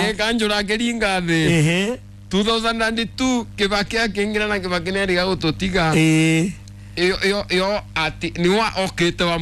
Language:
Kikuyu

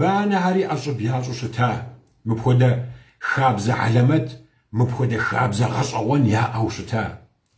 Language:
Kabardian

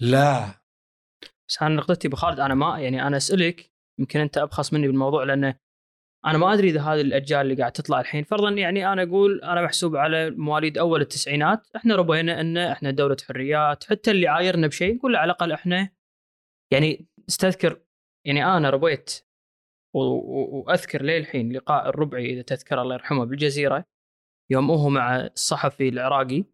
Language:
Gulf Arabic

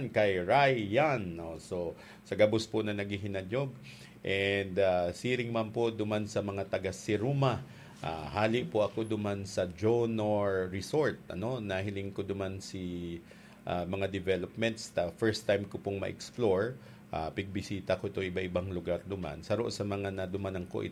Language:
Bikol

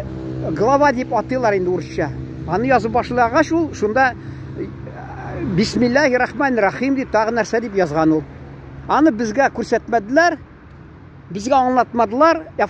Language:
Tatar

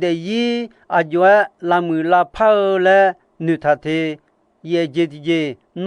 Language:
Akha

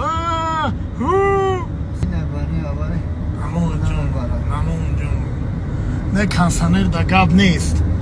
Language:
Tajik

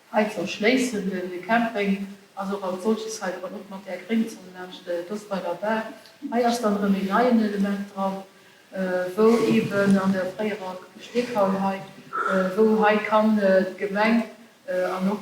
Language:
Luxembourgish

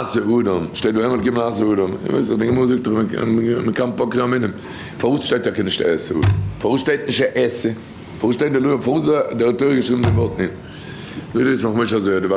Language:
Yiddish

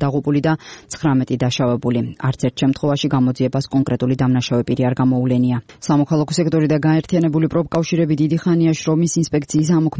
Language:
Georgian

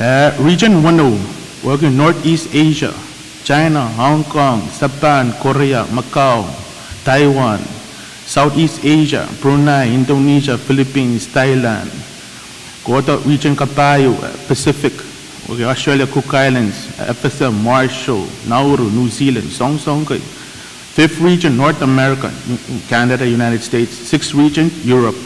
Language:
Pohnpeian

